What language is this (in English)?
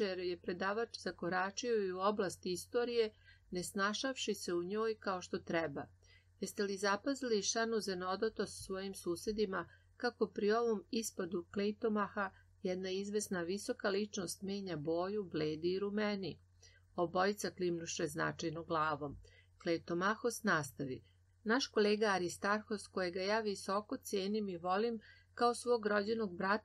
Serbian